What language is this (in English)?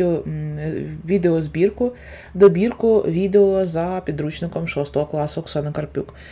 Ukrainian